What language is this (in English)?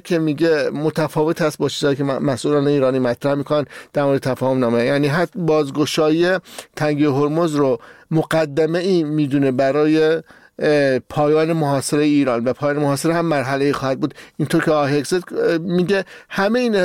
Persian